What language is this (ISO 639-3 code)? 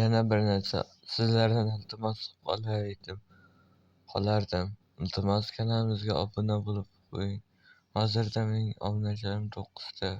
uzb